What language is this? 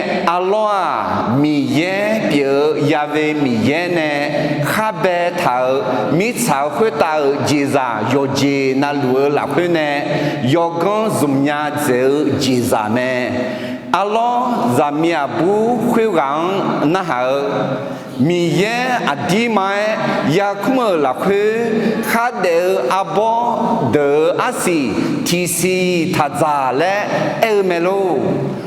Akha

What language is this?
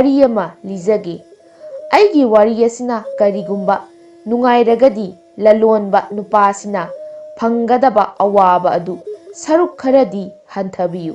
Manipuri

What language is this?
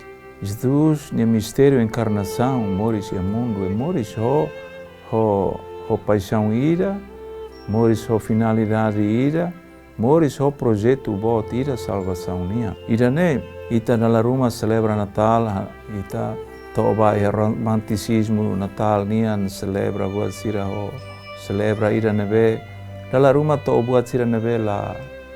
Tetum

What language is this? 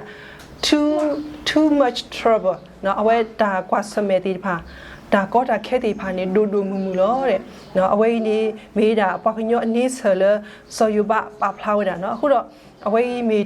S'gaw Karen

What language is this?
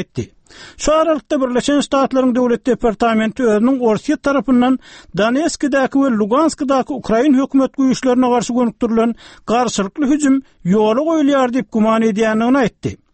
Turkmen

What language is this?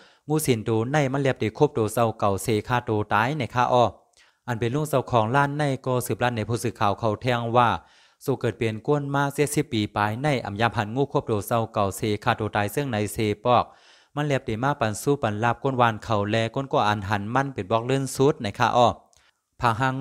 Shan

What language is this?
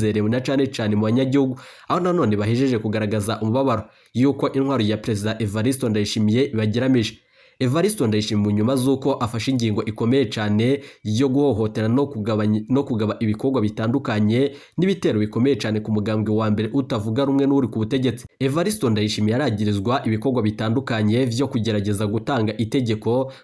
Rundi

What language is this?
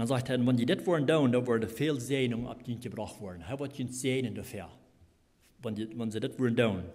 Plautdietsch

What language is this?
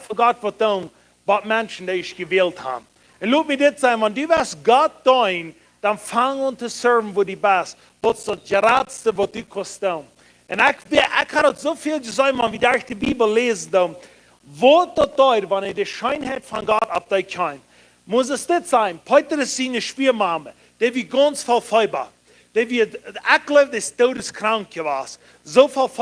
Plautdietsch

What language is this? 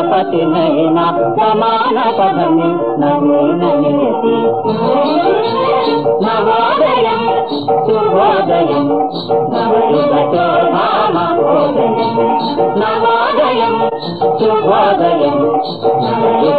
Telugu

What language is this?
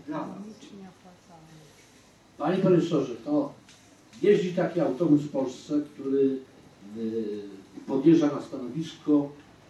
Polish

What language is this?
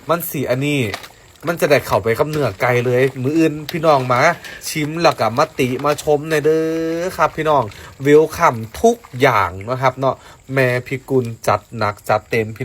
Northeastern Thai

